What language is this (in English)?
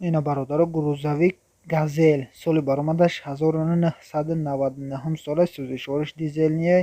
Tajik